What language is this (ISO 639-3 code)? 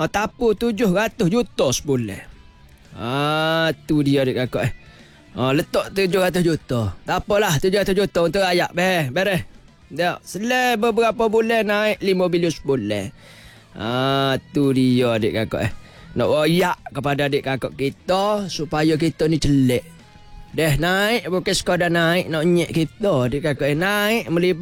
msa